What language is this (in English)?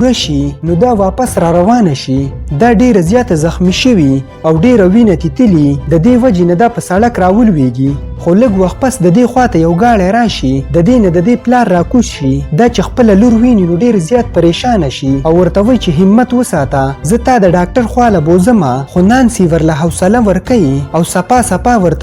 Pashto